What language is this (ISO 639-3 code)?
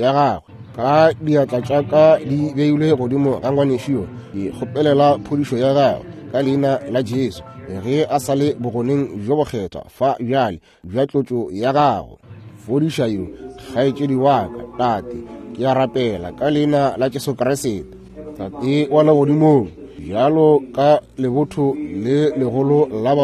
nso